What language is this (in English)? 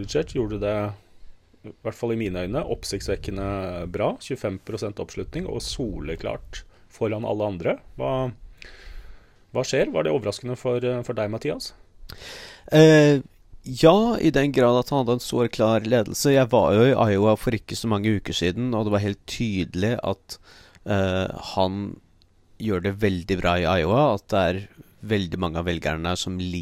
Norwegian